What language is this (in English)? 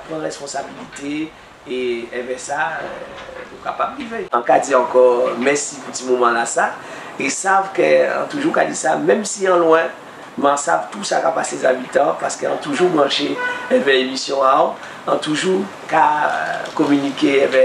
Guadeloupean Creole French